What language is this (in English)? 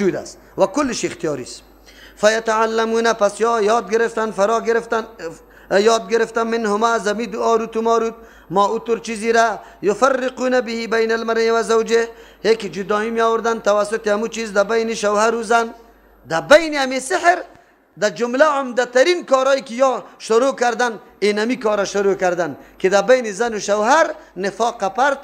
Persian